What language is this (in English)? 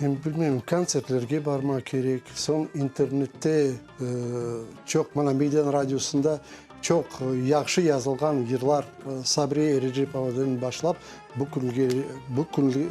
Crimean Tatar